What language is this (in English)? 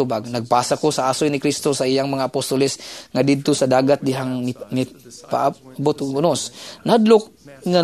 Cebuano